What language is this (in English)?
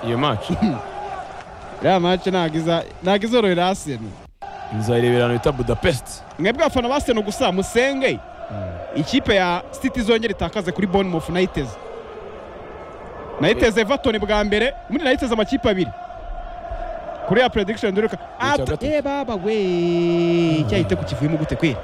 Kinyarwanda